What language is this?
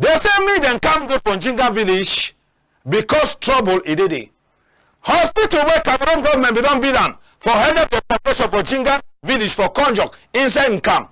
Cameroon Pidgin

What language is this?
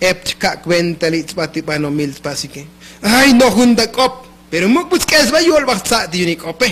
Tzotzil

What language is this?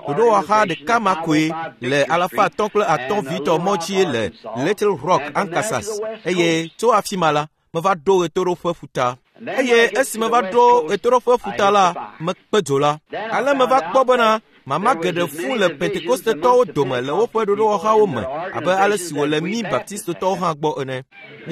Ewe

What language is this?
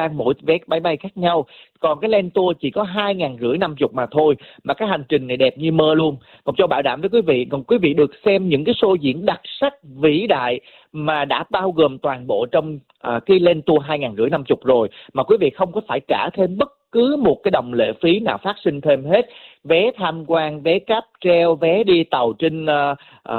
Vietnamese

